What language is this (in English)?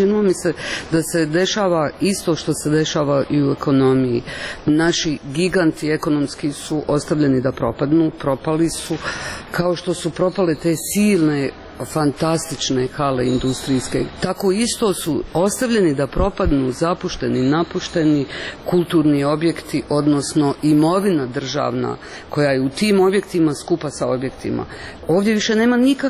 Serbian